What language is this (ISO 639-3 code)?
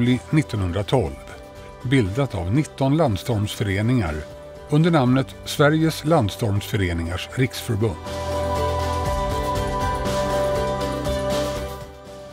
swe